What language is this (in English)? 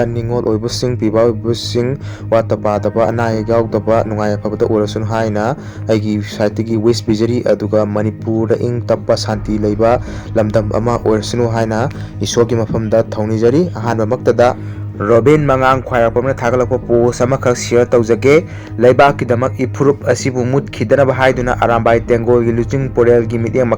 Manipuri